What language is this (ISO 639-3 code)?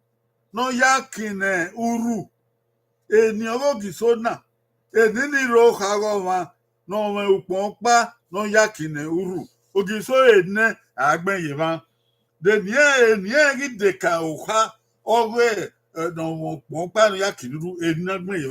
bin